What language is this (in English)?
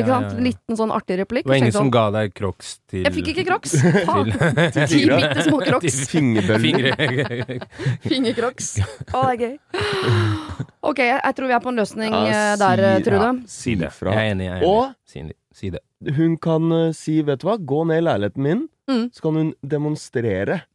Norwegian